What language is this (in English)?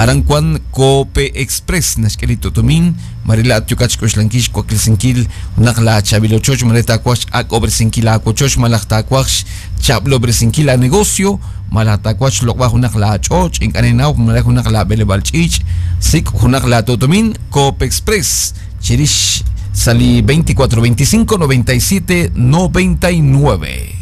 Kekchí